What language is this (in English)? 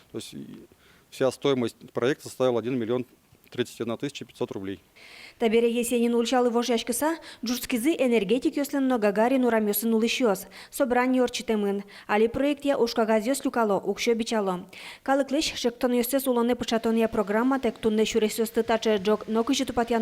Udmurt